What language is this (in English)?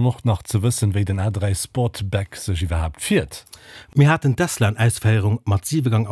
Luxembourgish